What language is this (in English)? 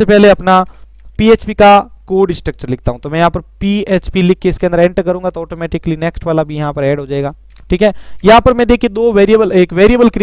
Hindi